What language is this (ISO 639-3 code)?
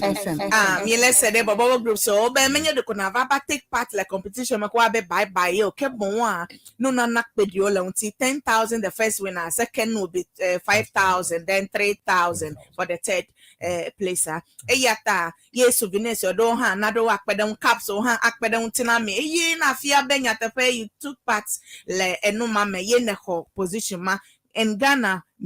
ewe